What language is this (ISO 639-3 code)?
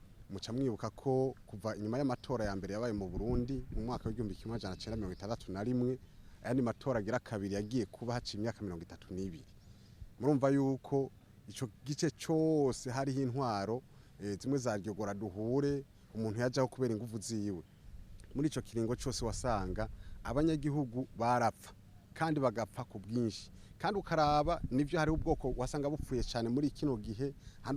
run